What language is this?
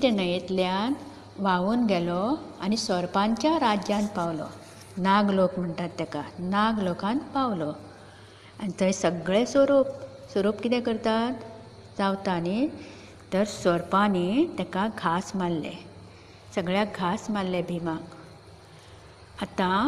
Konkani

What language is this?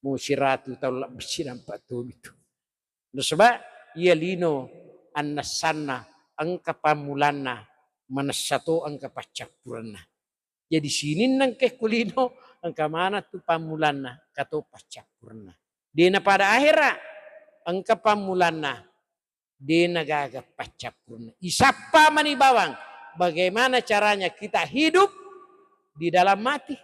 Buginese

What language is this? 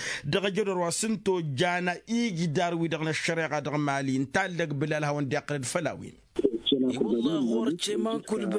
Tamasheq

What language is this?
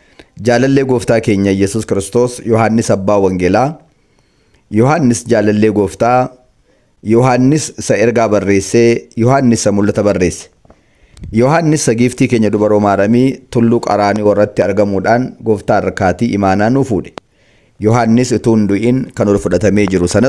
Oromo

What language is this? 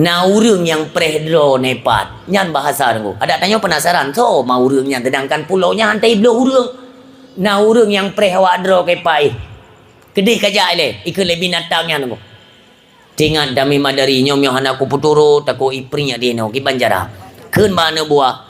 Achinese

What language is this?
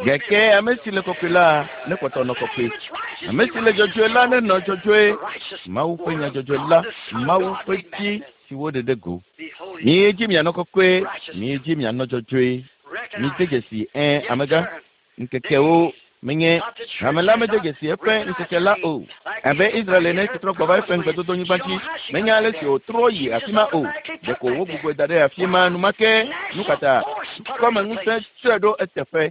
Ewe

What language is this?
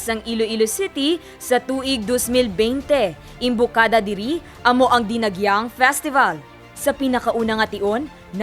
Hiligaynon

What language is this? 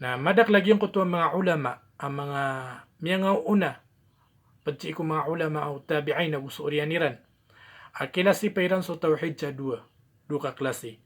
Maranao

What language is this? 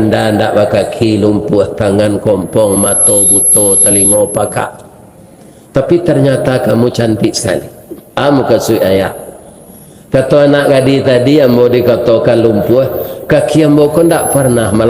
Minangkabau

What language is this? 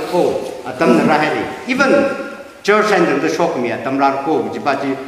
Tangkhul Naga (India)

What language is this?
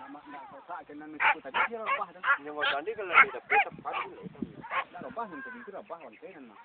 Minangkabau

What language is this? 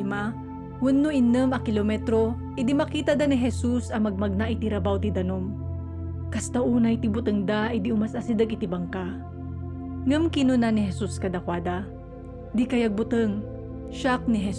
Iloko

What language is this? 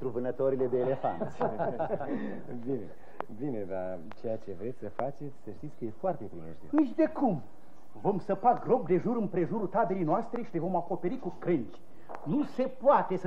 Romanian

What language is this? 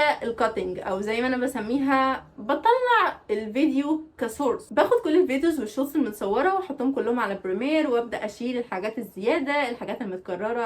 Egyptian Arabic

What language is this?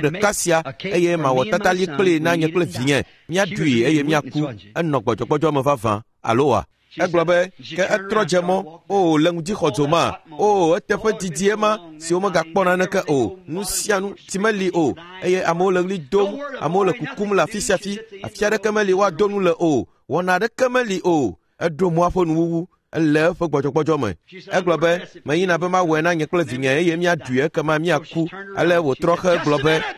Ewe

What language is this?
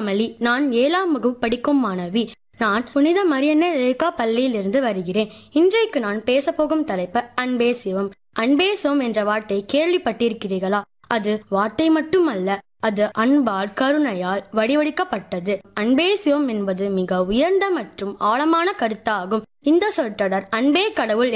Tamil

